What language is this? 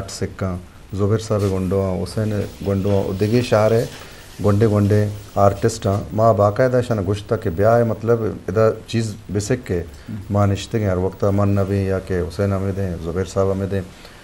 Eastern Balochi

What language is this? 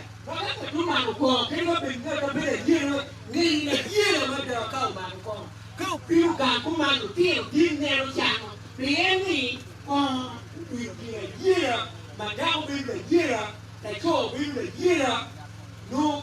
Acoli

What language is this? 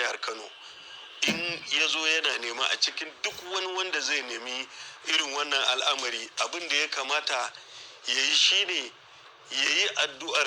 Hausa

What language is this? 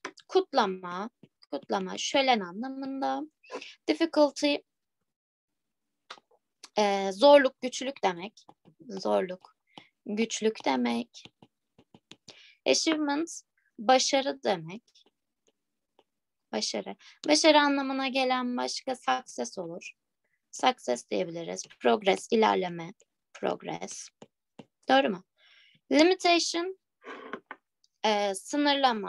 Turkish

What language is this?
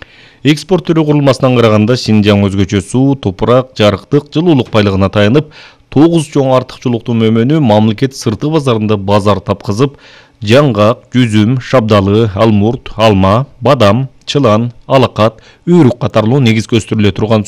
Kyrgyz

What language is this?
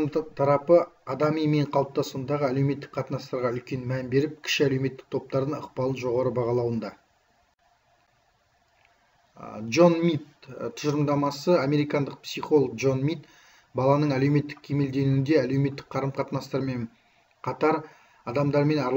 Kazakh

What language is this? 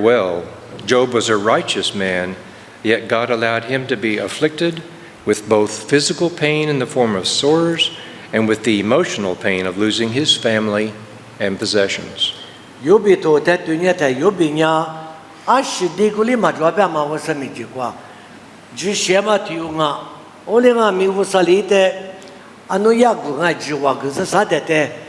Lisu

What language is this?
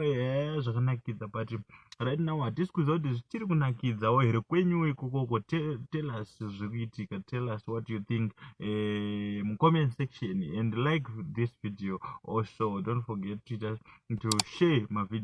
Shona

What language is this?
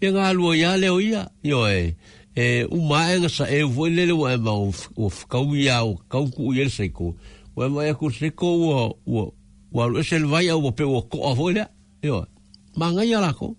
Samoan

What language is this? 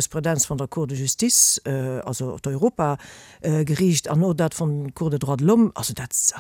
Luxembourgish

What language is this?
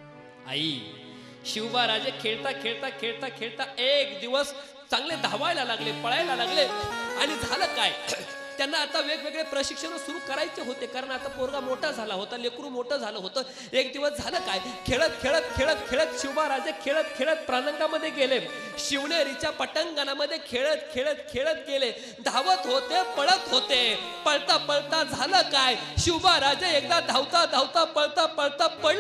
Marathi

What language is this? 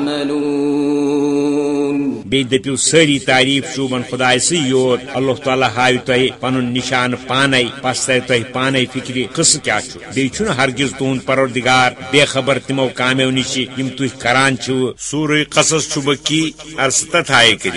Kashmiri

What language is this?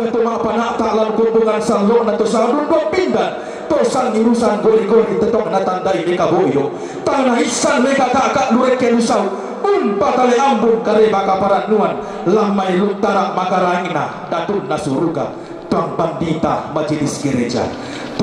Toraja-Sa'dan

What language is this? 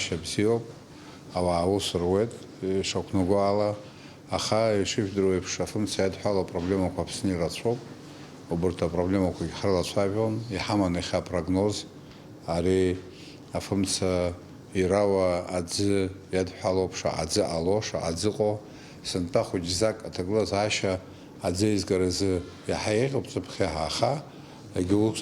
Abkhazian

